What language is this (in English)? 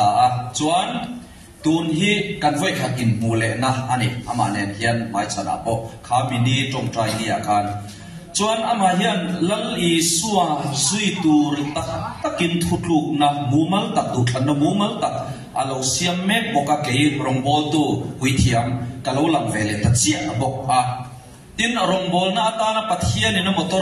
Mizo